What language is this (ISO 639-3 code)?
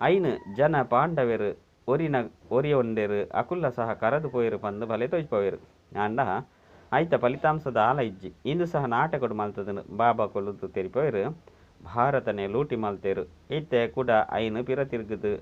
tcy